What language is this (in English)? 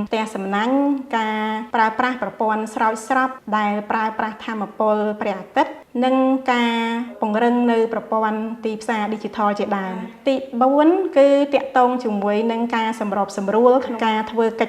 Khmer